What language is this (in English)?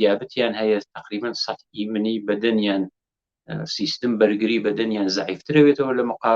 Central Kurdish